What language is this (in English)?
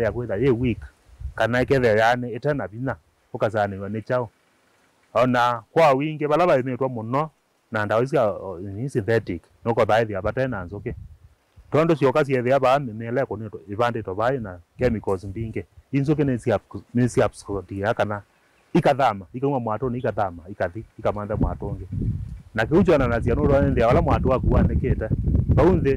Kamba